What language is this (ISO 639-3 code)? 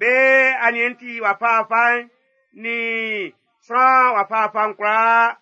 bci